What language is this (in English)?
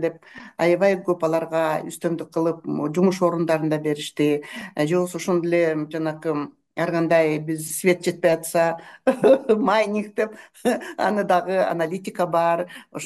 Kyrgyz